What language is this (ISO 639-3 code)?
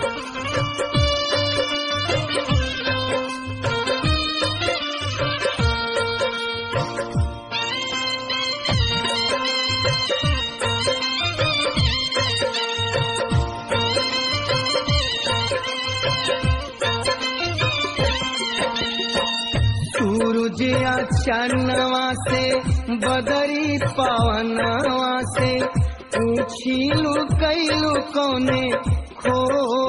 bho